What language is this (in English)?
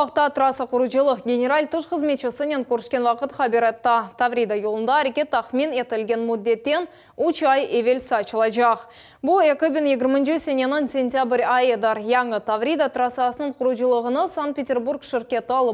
Crimean Tatar